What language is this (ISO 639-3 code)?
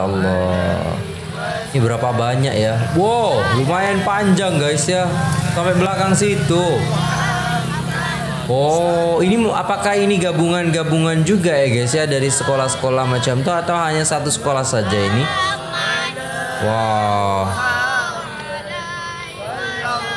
msa